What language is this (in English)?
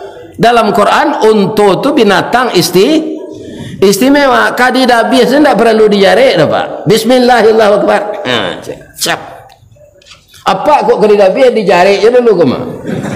Malay